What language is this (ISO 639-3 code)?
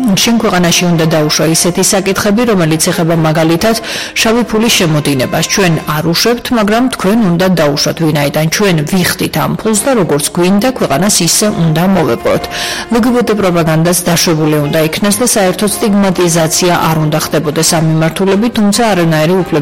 kat